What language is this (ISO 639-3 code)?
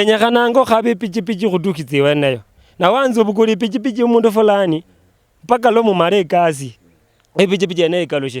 luy